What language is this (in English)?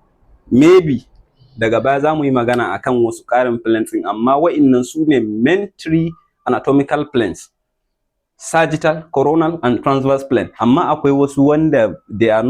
Hausa